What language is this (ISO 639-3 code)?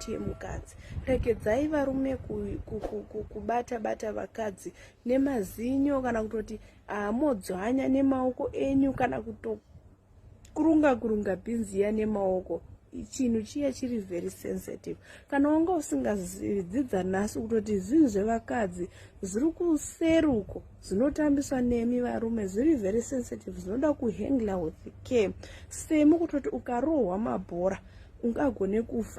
sna